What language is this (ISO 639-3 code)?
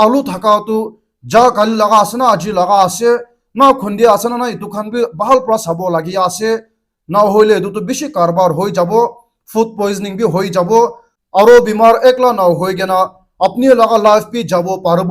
nag